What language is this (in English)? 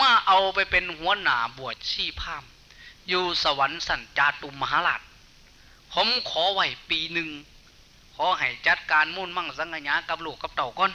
Northeastern Thai